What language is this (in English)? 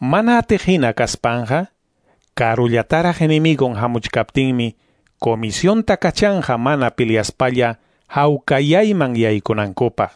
Quechua